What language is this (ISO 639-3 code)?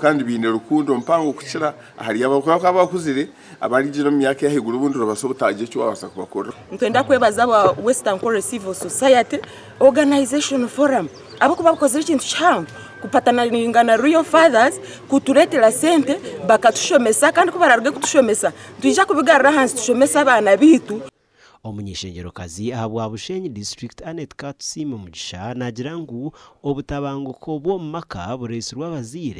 nyn